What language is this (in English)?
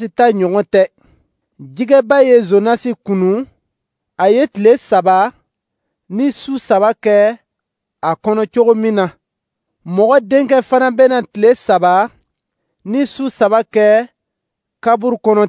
Dyula